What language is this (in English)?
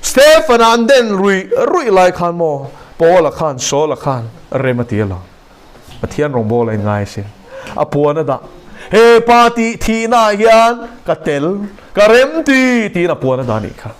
Mizo